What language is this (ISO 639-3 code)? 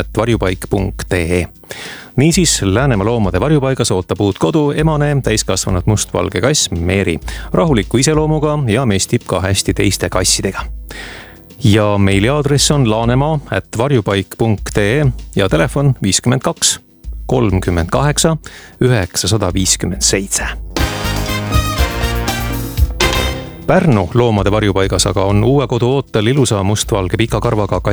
est